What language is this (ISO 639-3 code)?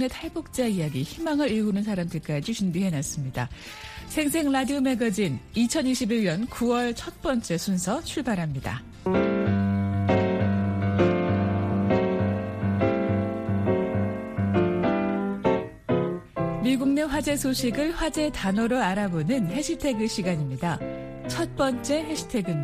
kor